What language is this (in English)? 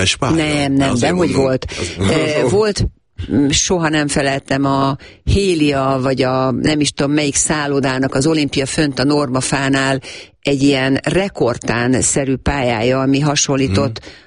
Hungarian